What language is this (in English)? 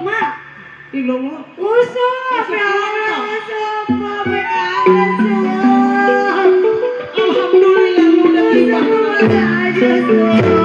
Betawi